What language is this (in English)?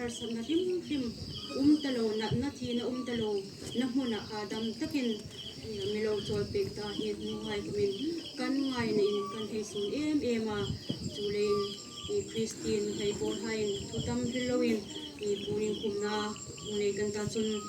Hmar